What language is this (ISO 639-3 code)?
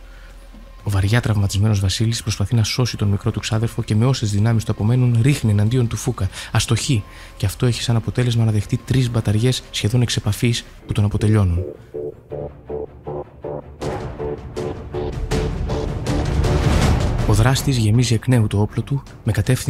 ell